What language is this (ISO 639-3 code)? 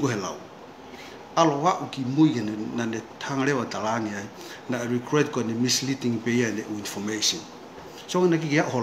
ton